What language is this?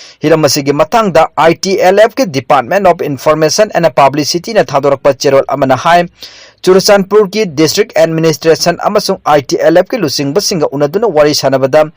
Manipuri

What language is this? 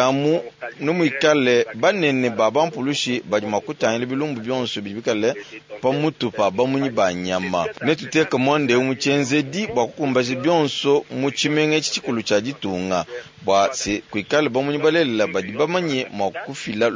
Luba-Lulua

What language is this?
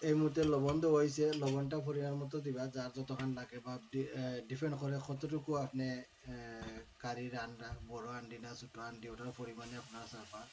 Sylheti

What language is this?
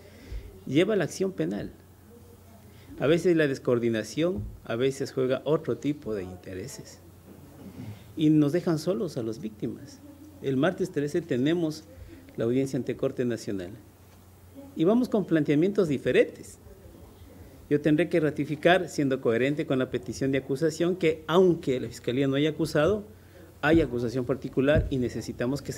Spanish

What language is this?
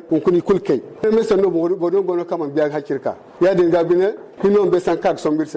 Zarma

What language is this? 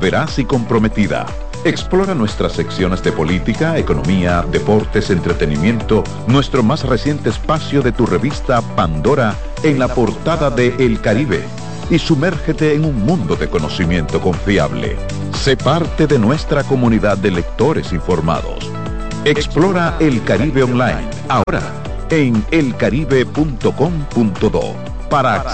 Spanish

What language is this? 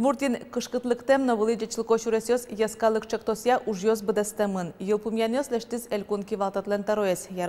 Udmurt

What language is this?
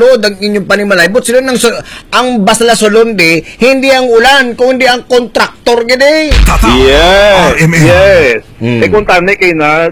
Hiligaynon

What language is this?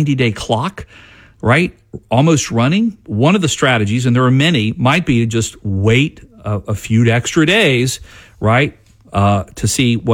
English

